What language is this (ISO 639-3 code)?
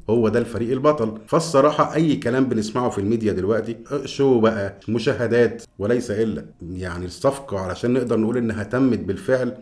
arz